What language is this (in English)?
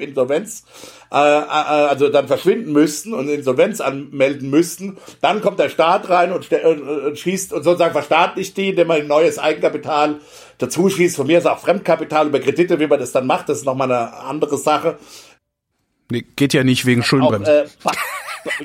German